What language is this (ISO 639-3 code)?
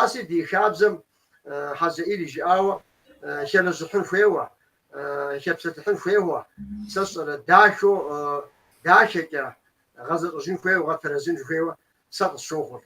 kbd